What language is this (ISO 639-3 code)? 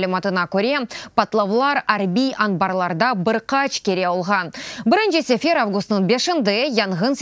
crh